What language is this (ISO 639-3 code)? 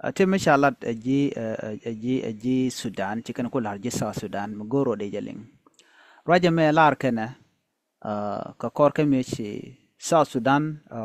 nus